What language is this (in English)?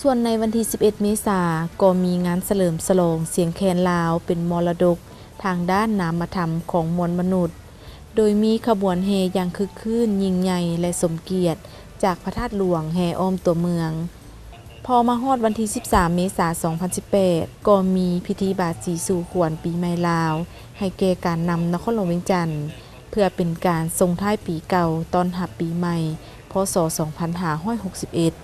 Lao